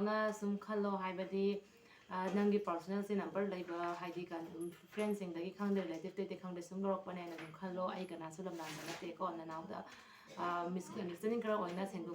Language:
Manipuri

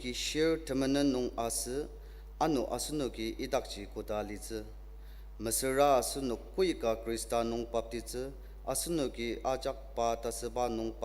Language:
Ao Naga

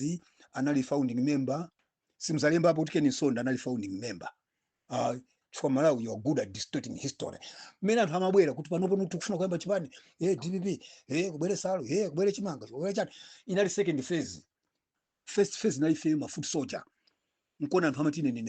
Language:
Nyanja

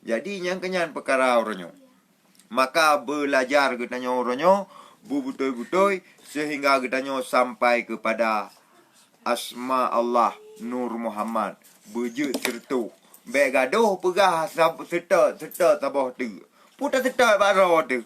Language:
Achinese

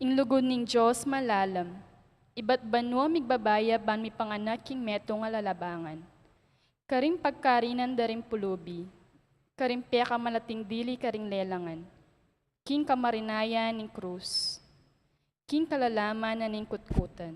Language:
Pampanga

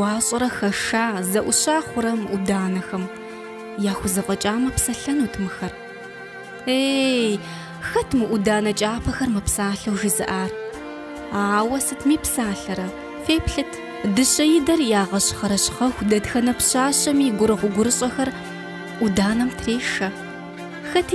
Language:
Kabardian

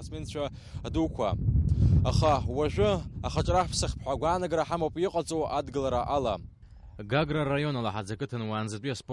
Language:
Abkhazian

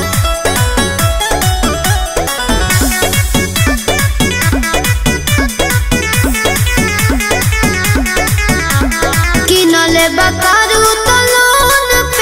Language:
Bhojpuri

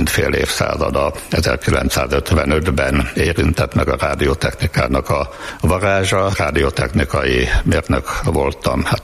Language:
Hungarian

